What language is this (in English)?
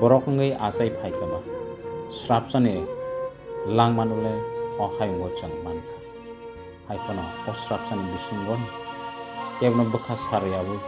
Kok Borok